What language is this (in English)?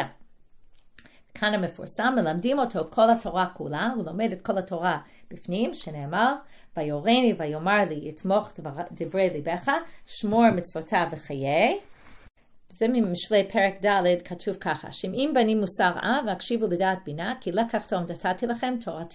Hebrew